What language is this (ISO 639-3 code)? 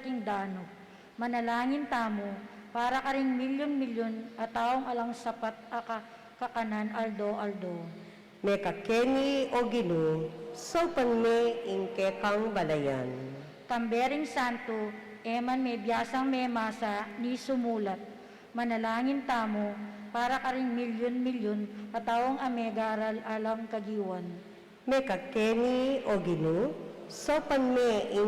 pam